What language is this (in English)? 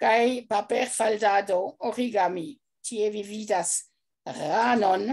Esperanto